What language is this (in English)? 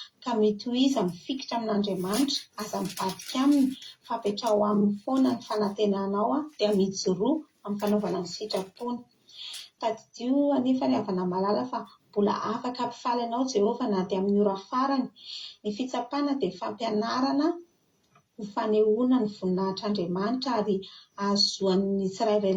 Malagasy